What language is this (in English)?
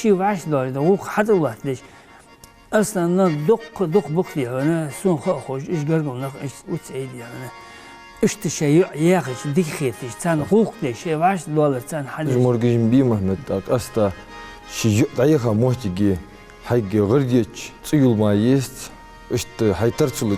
Ingush